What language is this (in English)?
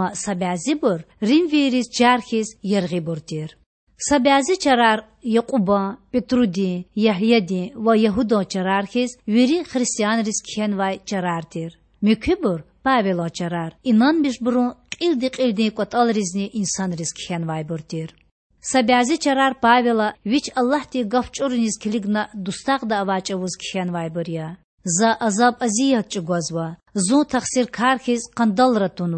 Lezghian